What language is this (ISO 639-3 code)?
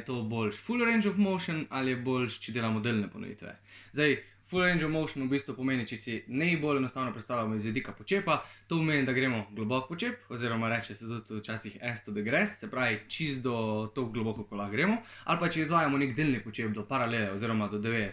slv